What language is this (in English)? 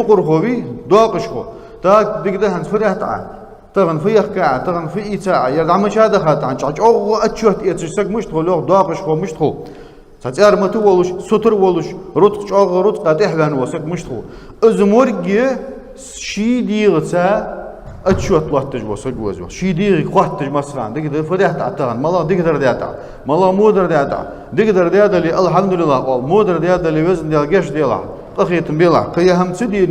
Ingush